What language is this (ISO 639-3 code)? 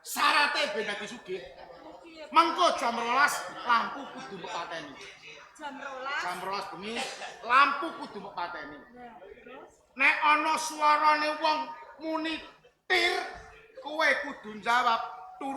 jav